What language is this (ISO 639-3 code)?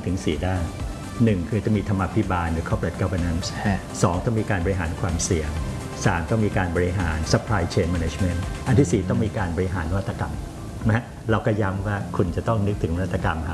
tha